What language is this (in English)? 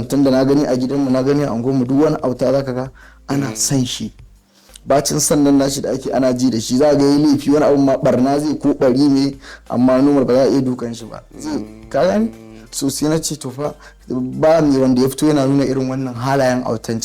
Hausa